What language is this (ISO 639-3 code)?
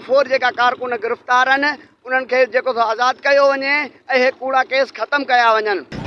snd